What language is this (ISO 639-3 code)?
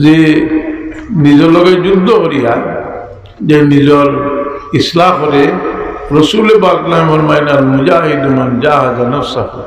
syl